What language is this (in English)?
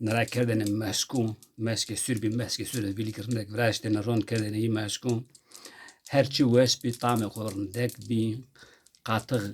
Zaza